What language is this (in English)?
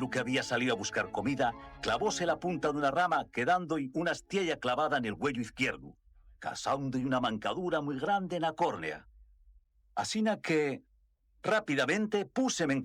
Asturian